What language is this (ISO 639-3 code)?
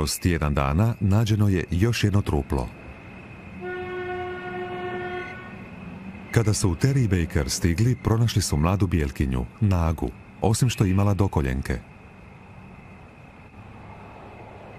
hrv